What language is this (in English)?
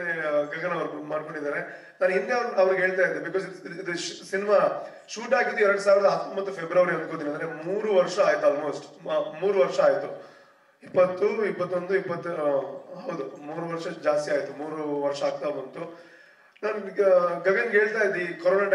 Kannada